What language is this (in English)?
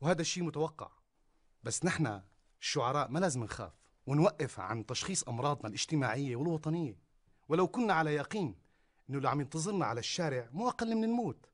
North Levantine Arabic